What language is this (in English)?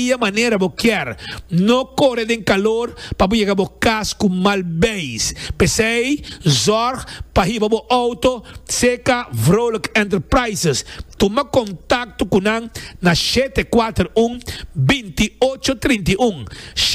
Papiamento